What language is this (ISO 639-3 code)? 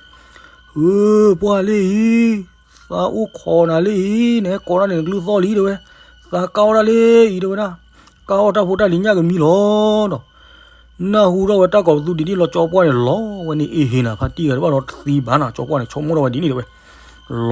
ksw